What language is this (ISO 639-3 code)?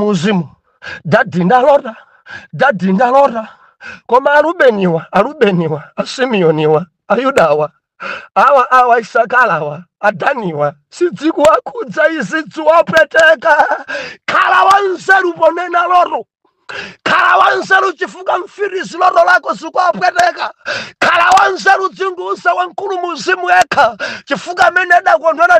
nya